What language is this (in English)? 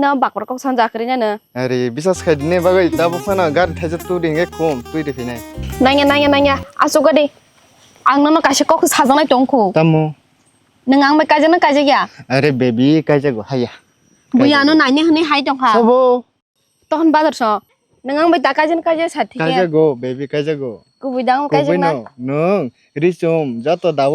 Kok Borok